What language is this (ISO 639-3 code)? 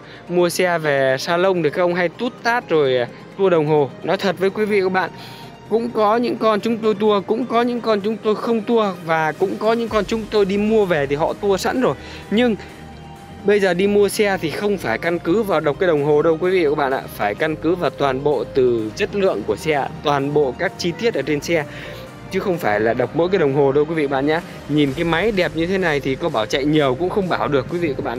vie